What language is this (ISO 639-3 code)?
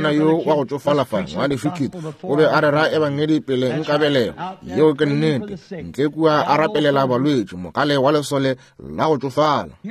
nso